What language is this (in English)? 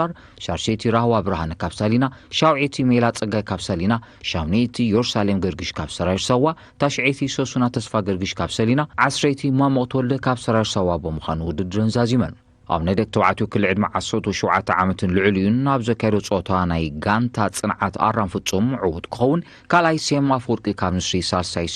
Tigrinya